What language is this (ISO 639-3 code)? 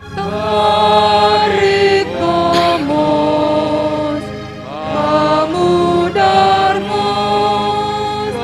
bts